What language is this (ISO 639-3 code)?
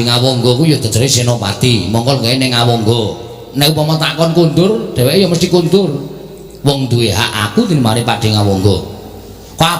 jav